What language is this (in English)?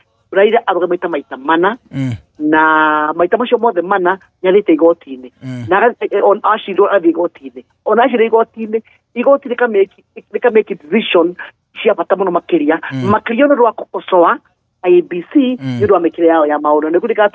Kikuyu